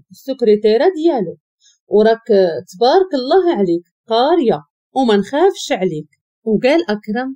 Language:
Moroccan Arabic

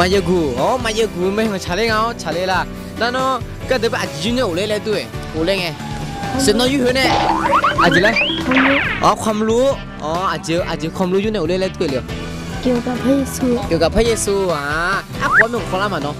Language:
Akha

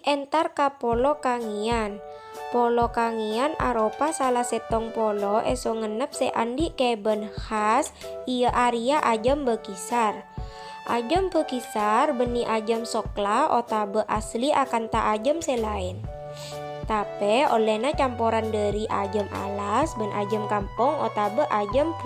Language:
Madurese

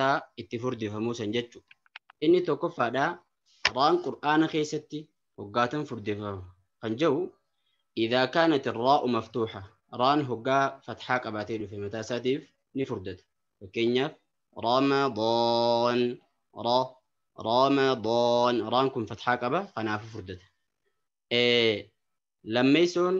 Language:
Oromo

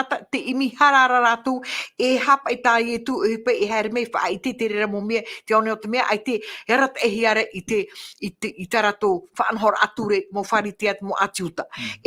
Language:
Tahitian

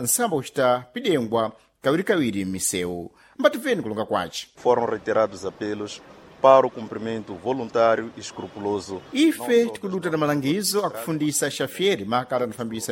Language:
Sena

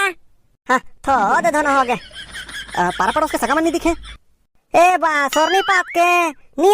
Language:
Chhattisgarhi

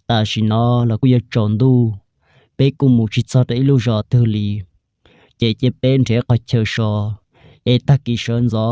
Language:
Hmong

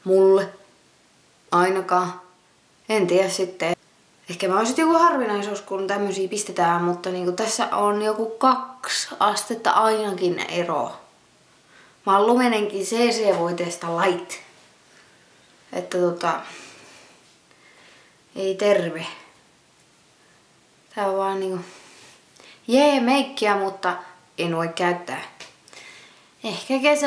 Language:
Finnish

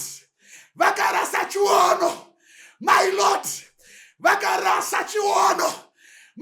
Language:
Shona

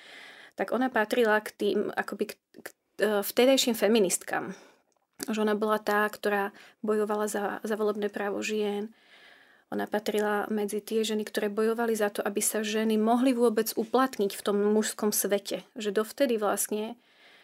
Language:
Slovak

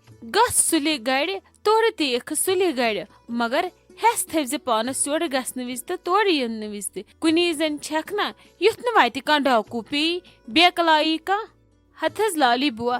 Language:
Kashmiri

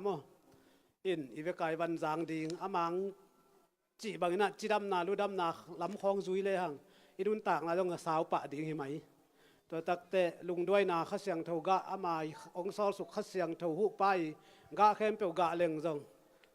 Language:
Tedim Chin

